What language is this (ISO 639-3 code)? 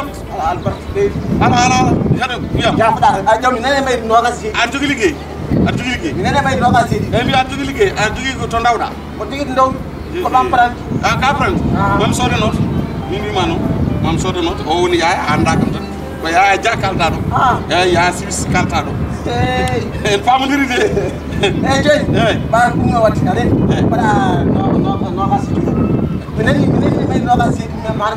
ful